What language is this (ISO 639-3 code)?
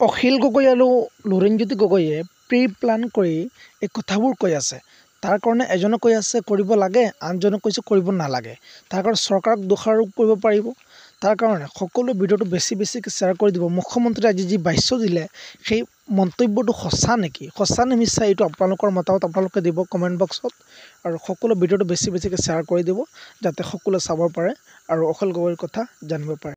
asm